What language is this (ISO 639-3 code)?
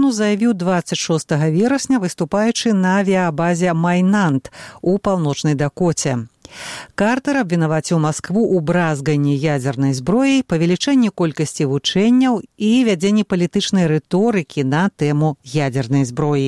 bel